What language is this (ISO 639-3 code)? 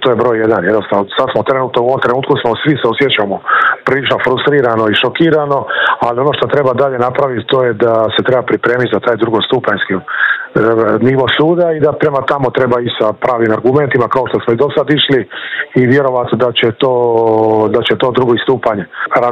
hrv